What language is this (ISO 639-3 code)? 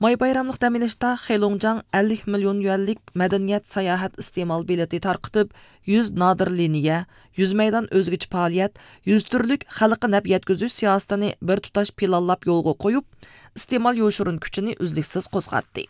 uig